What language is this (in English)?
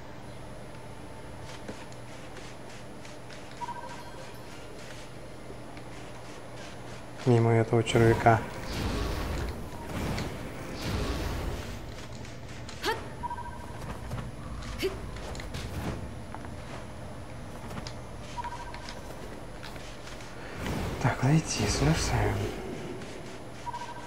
Russian